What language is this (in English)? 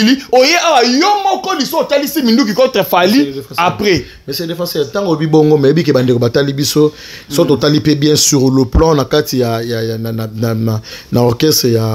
Lingala